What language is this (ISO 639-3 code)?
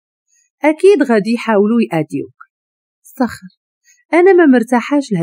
ary